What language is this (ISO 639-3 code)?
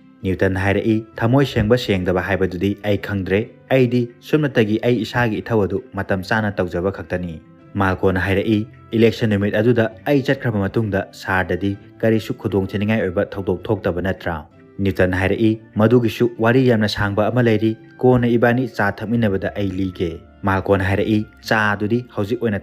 mni